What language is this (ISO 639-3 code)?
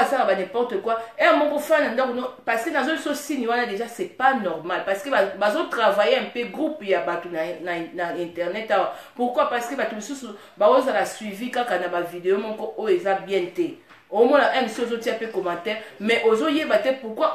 lin